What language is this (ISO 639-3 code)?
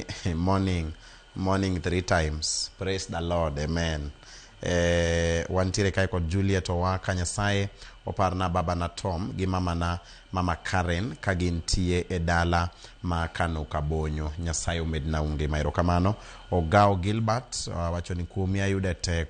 luo